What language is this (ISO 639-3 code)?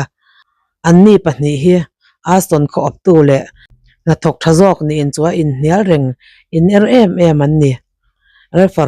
lus